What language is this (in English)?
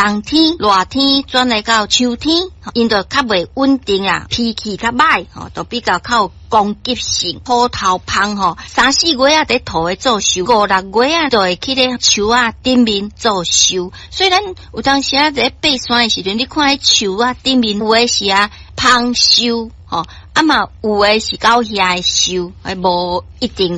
Min Nan Chinese